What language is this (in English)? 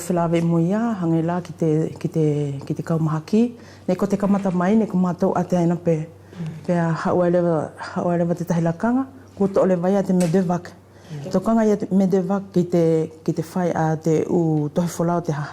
Wallisian